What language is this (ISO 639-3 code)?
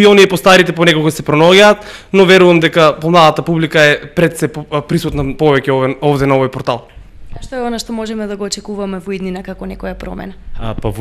mkd